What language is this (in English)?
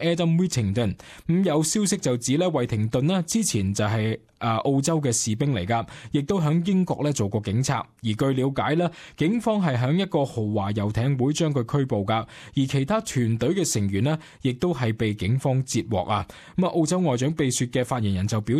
Cantonese